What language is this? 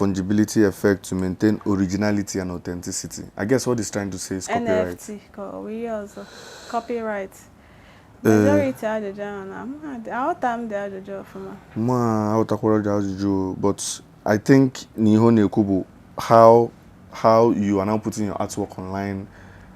Igbo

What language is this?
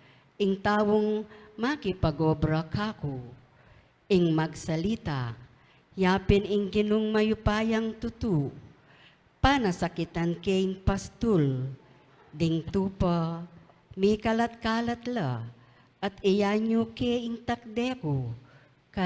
Pampanga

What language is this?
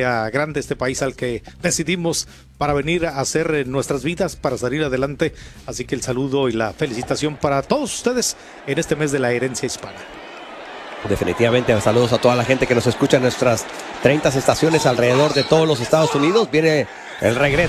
Spanish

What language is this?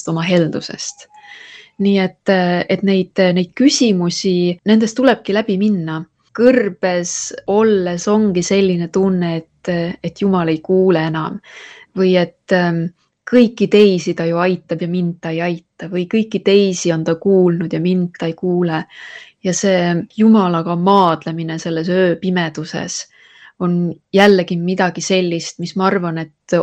Estonian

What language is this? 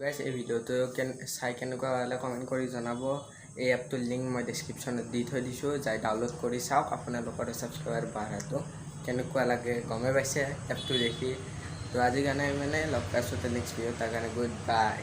Assamese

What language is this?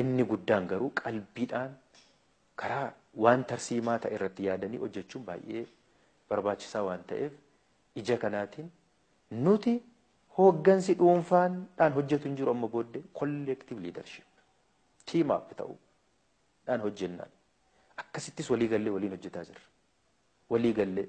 Oromo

